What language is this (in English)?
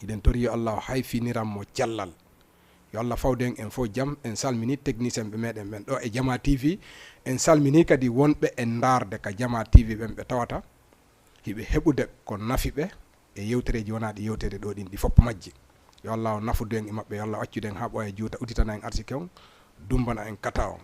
Fula